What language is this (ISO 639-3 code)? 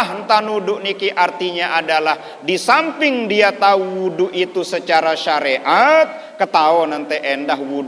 sas